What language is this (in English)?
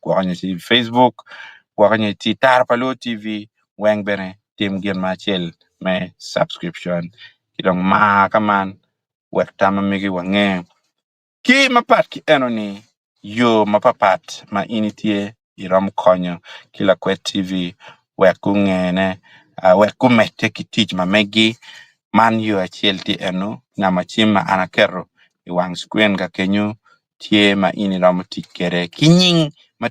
Acoli